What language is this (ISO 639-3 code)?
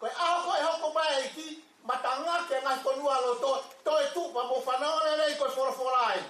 ton